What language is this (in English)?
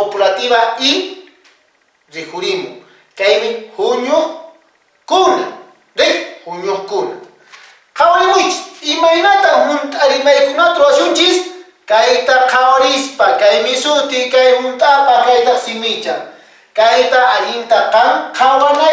Quechua